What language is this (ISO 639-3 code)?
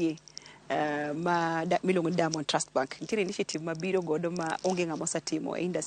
luo